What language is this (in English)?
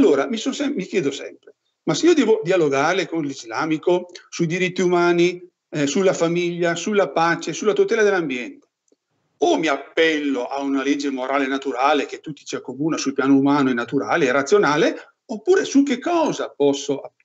Italian